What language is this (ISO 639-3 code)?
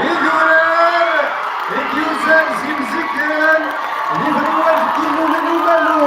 kab